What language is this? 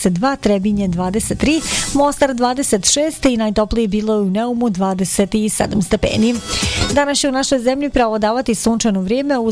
Bosnian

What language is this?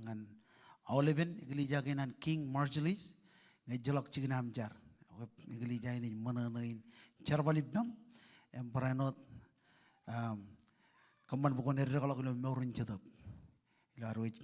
Marshallese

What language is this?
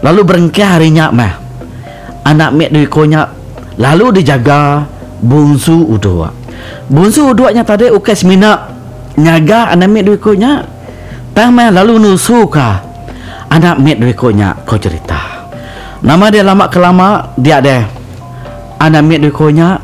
Iban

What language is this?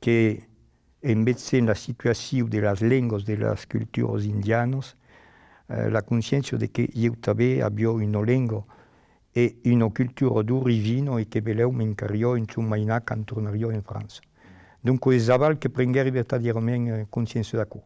Occitan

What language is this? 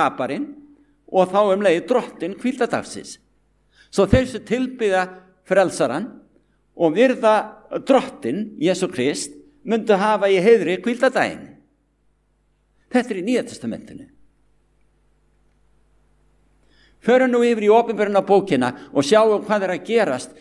Icelandic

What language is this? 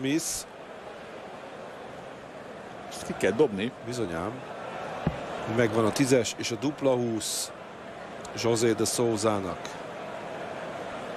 Hungarian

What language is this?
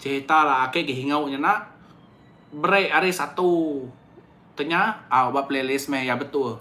Iban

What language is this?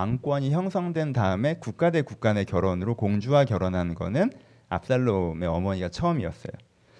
Korean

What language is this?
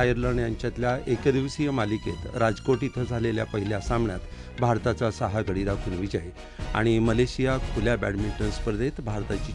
Marathi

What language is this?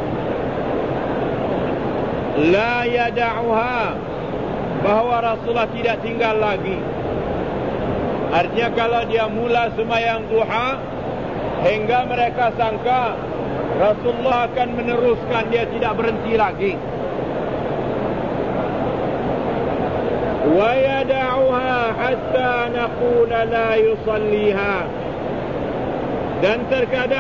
Malay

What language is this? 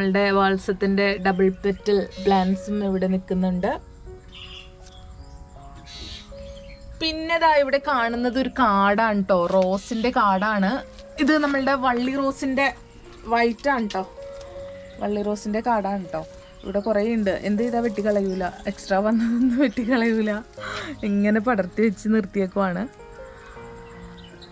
Malayalam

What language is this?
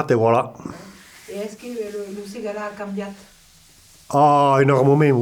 Occitan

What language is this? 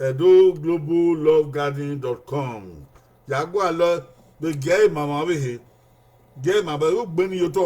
Bini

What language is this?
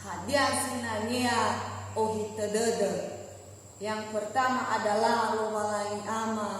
Nias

